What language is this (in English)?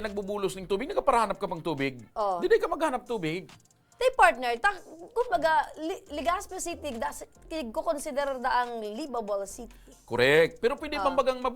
Bikol